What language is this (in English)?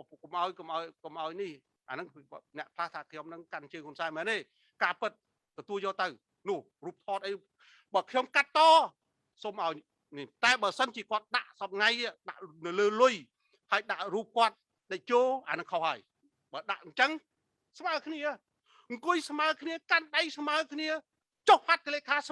Khmer